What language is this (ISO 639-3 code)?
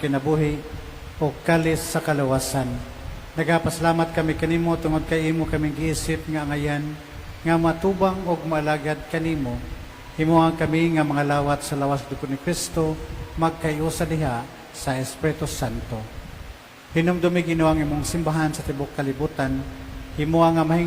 ceb